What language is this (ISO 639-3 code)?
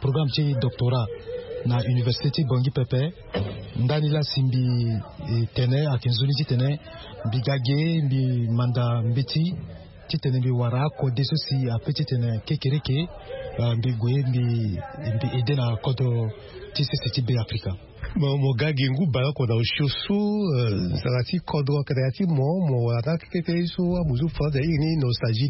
sag